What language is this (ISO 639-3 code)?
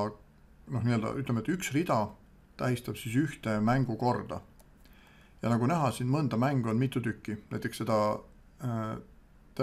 est